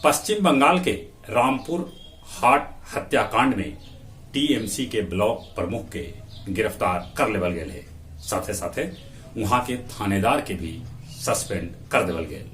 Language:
Magahi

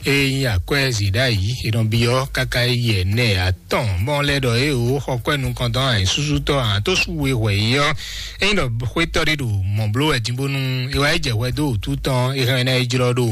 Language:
Fon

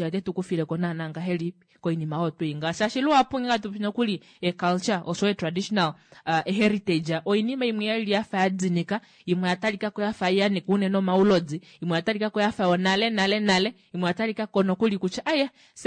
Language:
Kuanyama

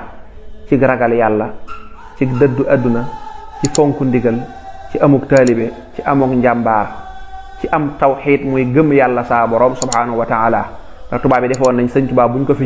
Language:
Wolof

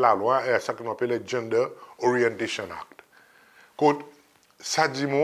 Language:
Seselwa Creole French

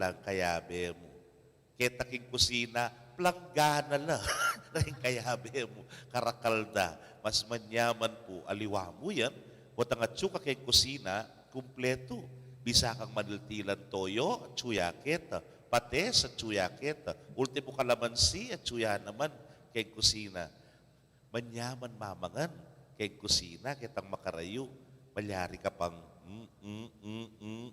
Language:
Pampanga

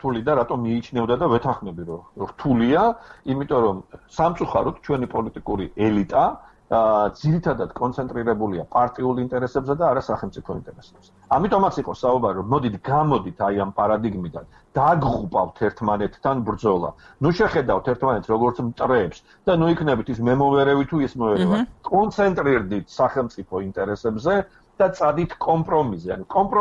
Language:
Georgian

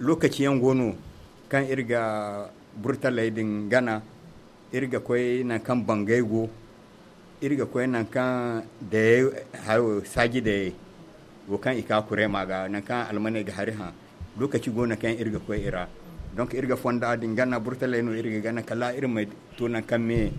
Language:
Zarma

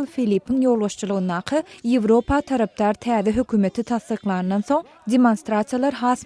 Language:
Turkmen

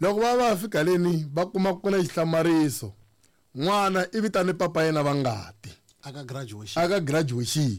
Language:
Tsonga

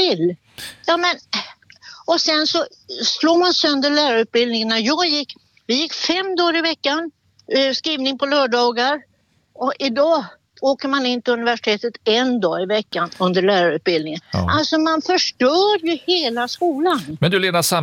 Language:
Swedish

